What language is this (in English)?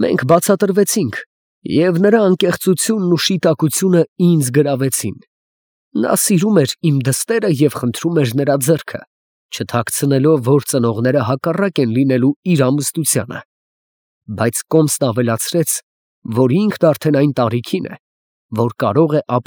Armenian